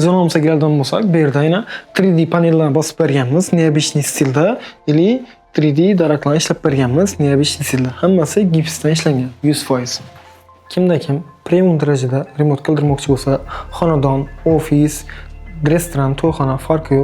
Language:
Uzbek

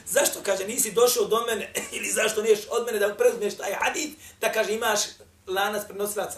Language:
Bosnian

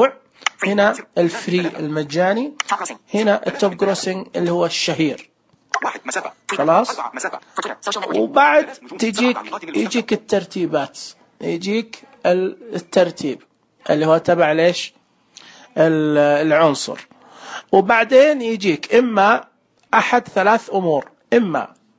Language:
Najdi Arabic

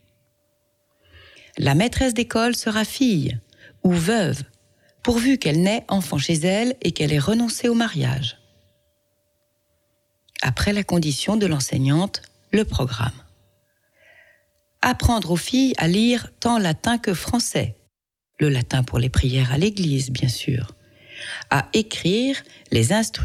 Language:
French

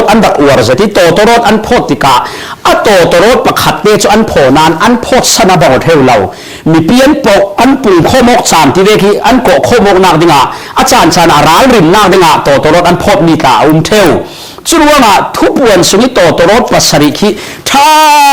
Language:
Falam Chin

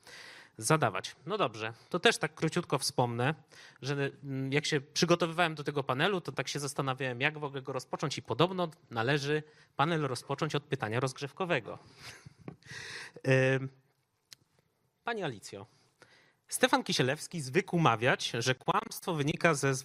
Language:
Polish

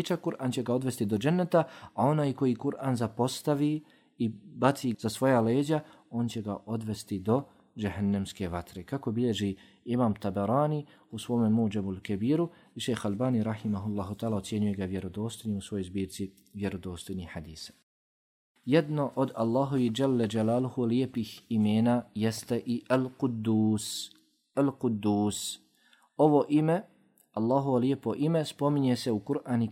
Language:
Bosnian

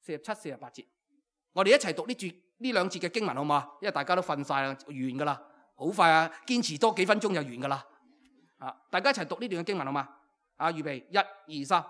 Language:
Cantonese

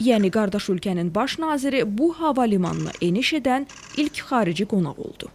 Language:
Azerbaijani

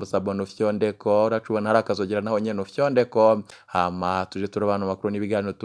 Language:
Rundi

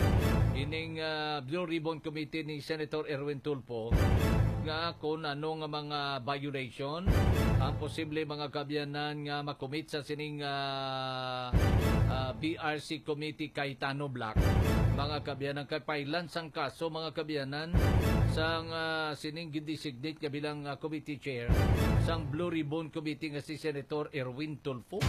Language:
Hiligaynon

